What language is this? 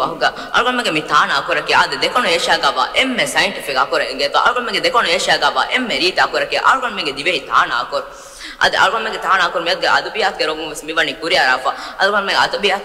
Divehi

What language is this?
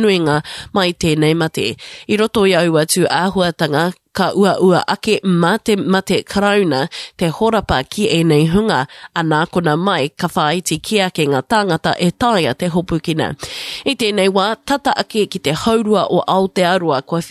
Māori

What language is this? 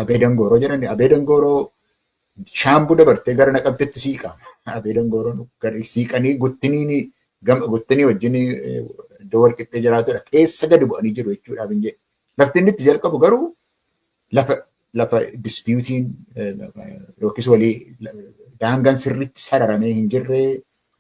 Oromo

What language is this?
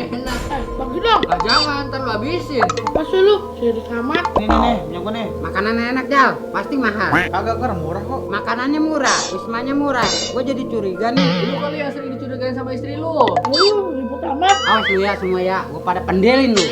Betawi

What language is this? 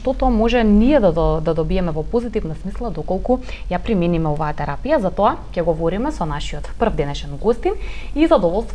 Macedonian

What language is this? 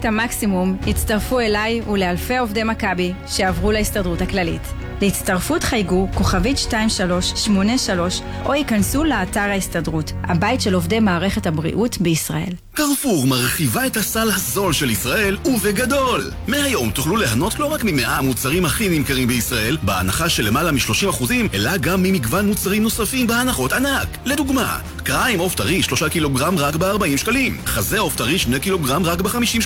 Hebrew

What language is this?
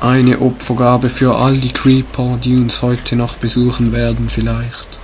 Swiss German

